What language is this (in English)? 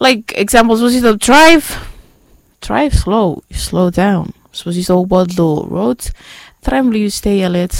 Bislama